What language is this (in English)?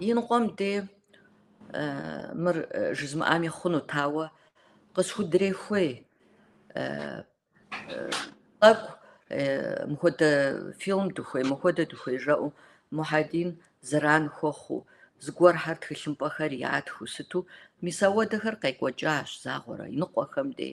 Kabardian